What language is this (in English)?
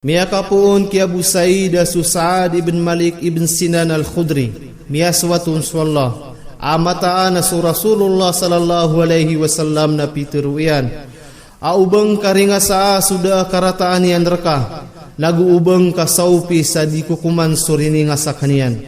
Maranao